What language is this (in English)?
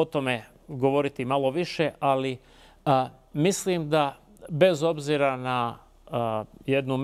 Bosnian